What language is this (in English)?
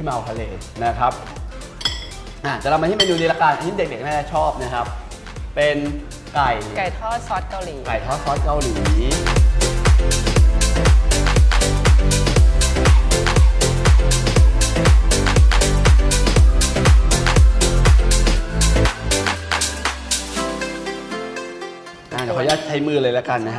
Thai